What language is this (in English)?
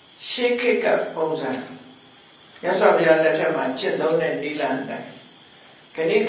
Burmese